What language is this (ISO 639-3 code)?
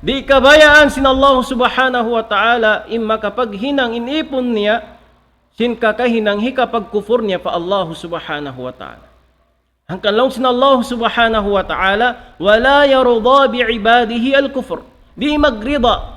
tsg